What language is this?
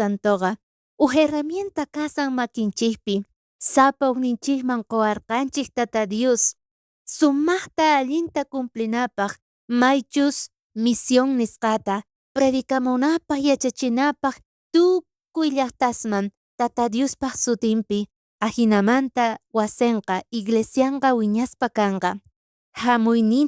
South Bolivian Quechua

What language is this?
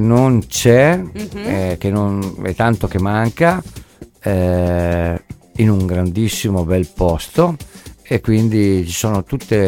Italian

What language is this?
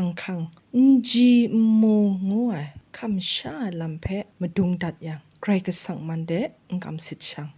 Kachin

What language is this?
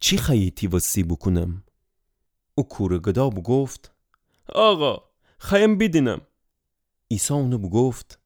Gilaki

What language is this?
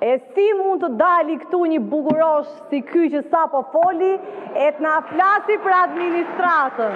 Albanian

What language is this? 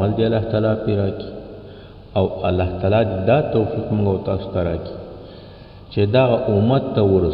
Pashto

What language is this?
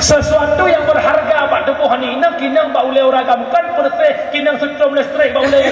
Achinese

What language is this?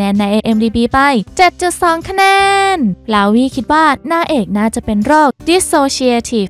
Thai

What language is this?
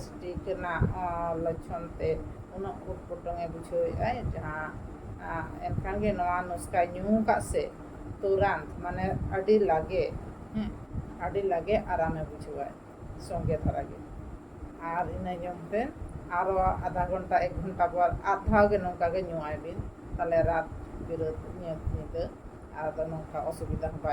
Santali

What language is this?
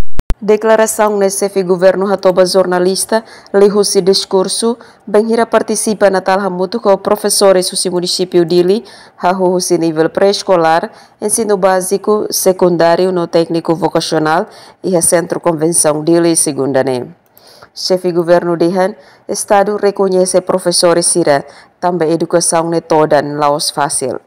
Tetum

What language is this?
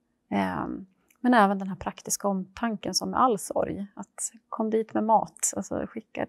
Swedish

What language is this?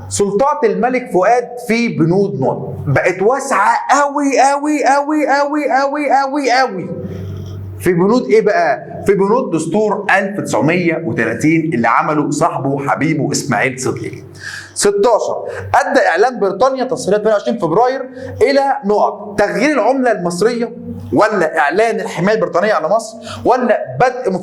Egyptian Arabic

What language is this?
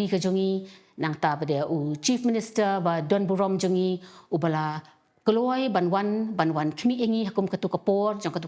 Khasi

